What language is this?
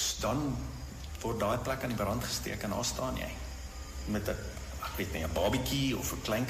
Afrikaans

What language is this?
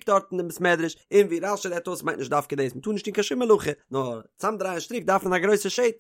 Yiddish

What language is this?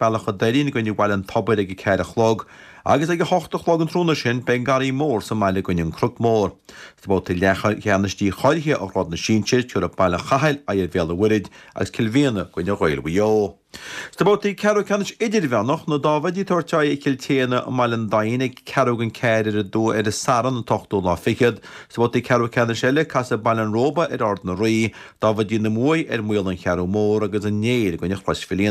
Irish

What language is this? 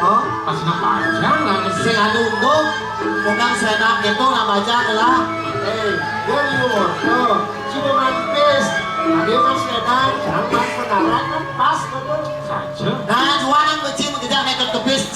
Balinese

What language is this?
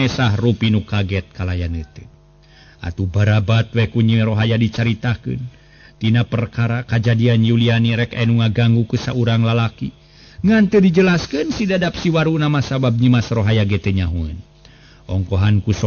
Sundanese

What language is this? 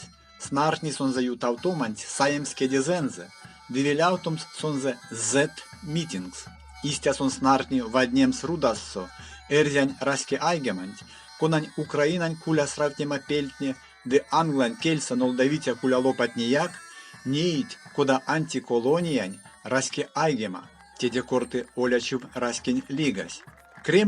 Erzya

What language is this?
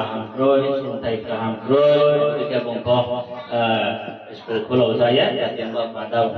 Riang (India)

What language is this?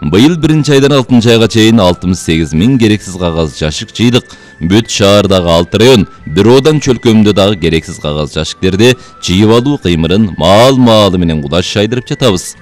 Kyrgyz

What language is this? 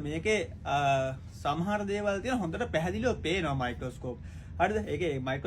Sinhala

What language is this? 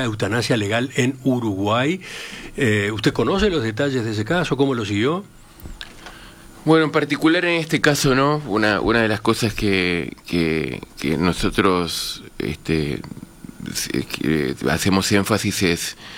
Spanish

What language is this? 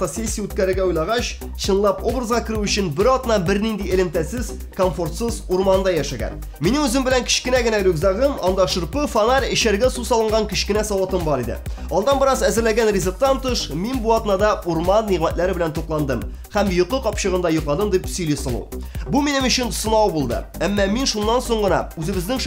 Tatar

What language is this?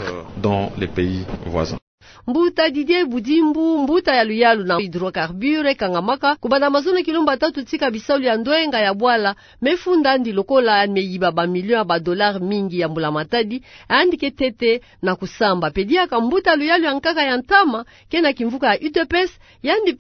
Kituba (Democratic Republic of Congo)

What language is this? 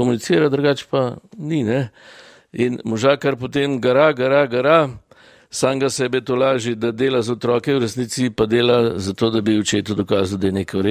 Slovenian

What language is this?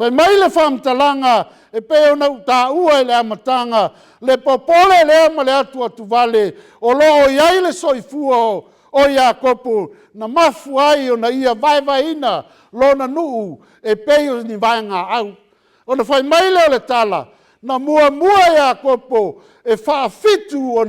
Samoan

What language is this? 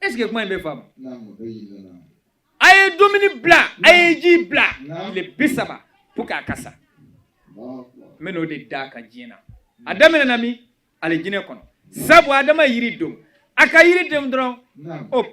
Bambara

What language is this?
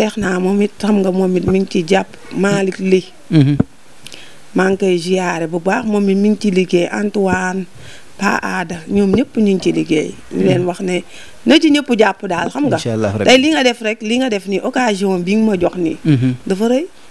Wolof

